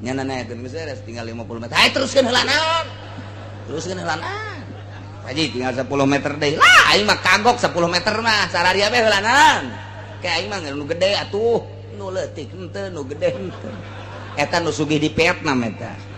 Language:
Sundanese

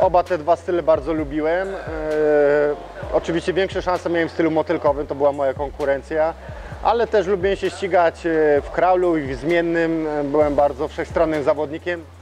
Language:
Polish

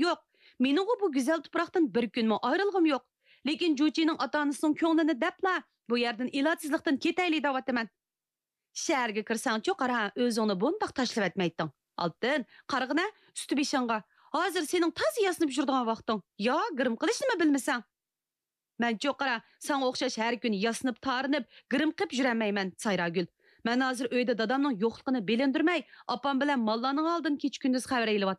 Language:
Uyghur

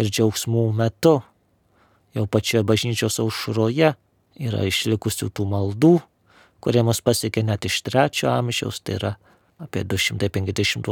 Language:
Lithuanian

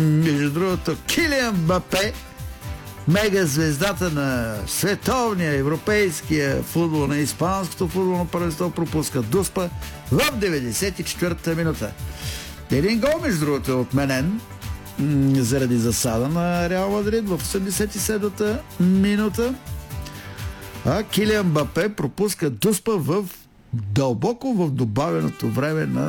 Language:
Bulgarian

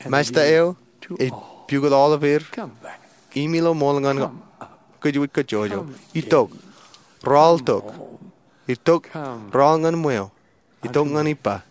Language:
Marshallese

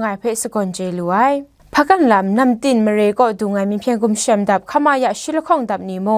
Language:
Kachin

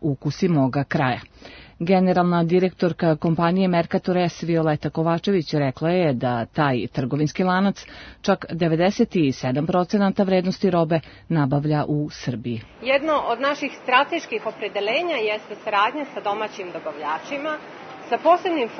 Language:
Serbian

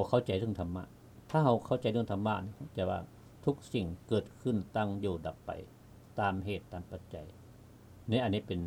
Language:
Lao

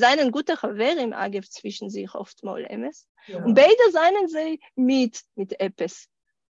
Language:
Yiddish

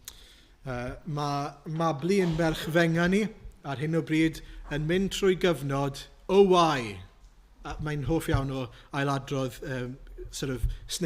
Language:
Welsh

